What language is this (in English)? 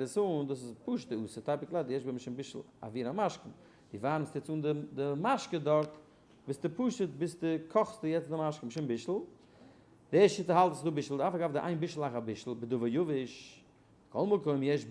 Yiddish